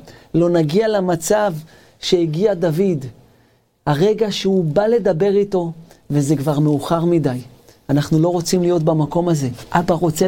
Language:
Hebrew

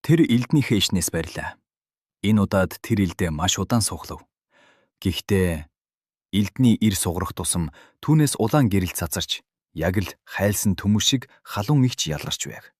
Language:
Mongolian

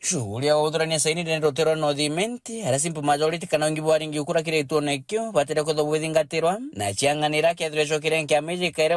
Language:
Meru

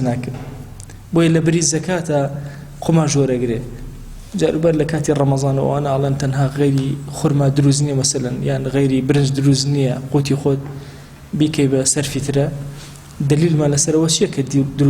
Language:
Central Kurdish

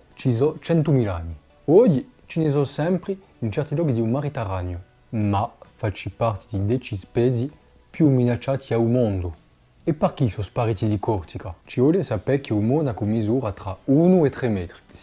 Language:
Corsican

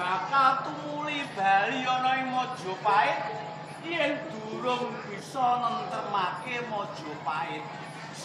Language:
Javanese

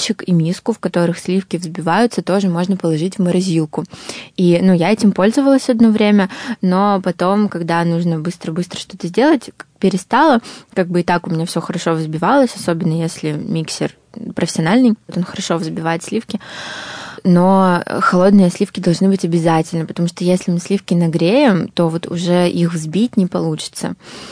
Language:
Russian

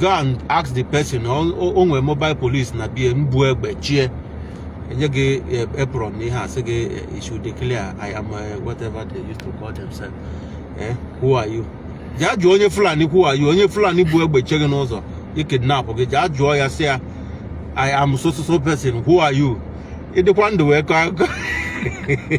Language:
Igbo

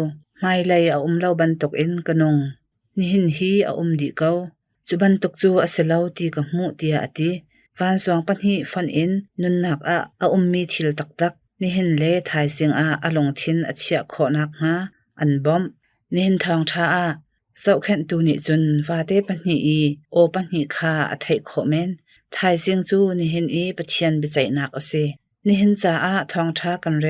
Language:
Hakha Chin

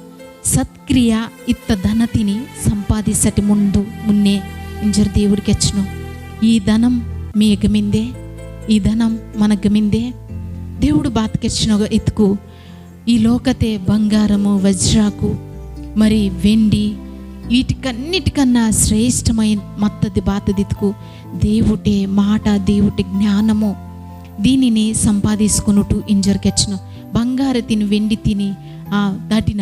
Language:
Koya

